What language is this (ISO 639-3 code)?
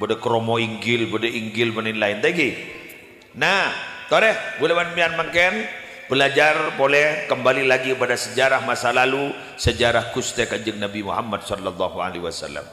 mad